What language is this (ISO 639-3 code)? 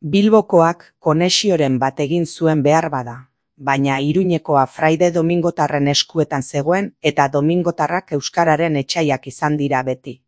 eus